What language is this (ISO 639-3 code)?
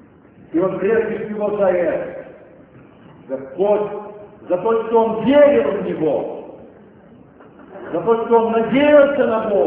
rus